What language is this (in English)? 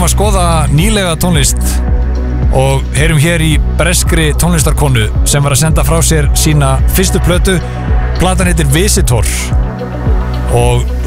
Icelandic